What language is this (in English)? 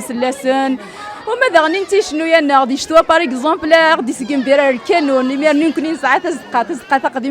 Kabyle